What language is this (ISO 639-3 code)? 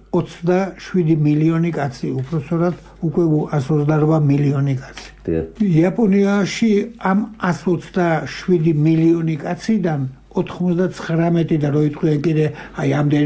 kat